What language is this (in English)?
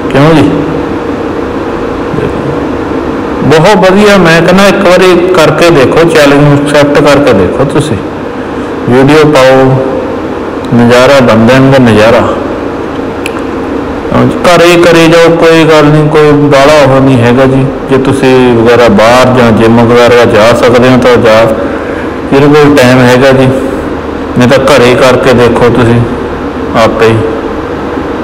Punjabi